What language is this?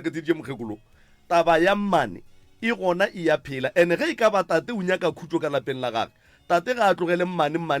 Northern Sotho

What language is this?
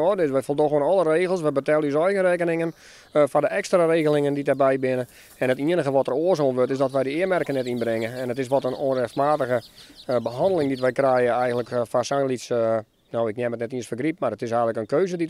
Western Frisian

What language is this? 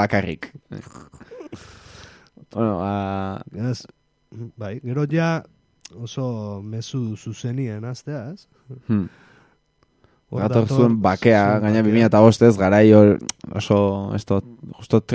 Basque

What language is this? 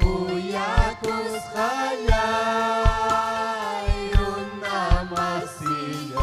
Ayacucho Quechua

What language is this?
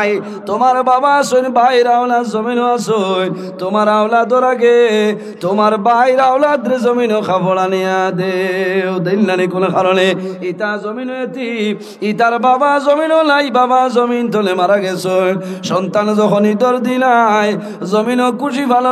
Sylheti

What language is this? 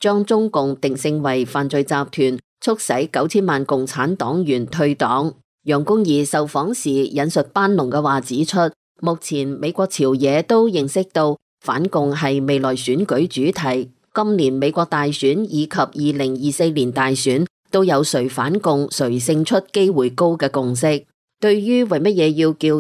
Cantonese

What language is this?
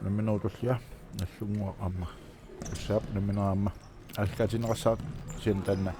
Kalaallisut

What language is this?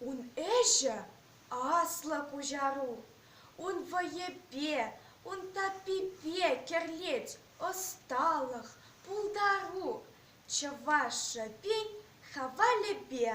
Chuvash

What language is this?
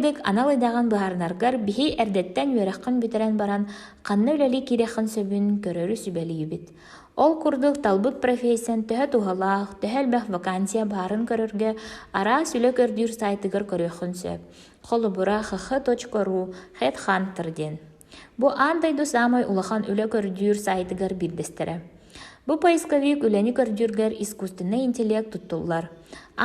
Yakut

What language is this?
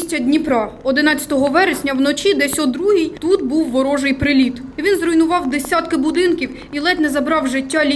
Ukrainian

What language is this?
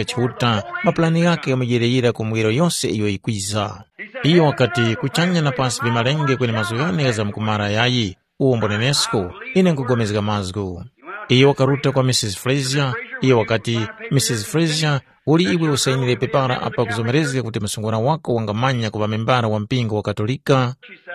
Tumbuka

